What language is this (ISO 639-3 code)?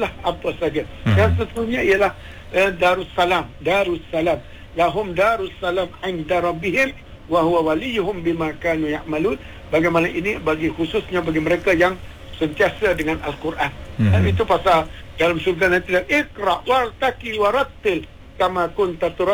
msa